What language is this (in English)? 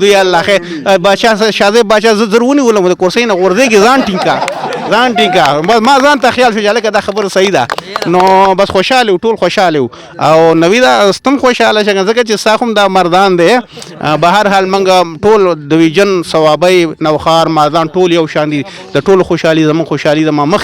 Pashto